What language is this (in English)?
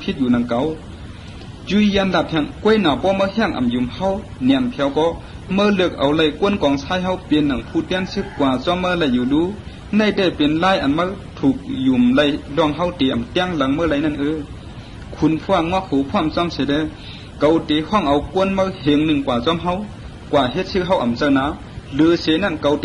Shan